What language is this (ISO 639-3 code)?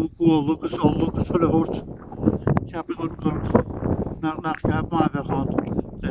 gle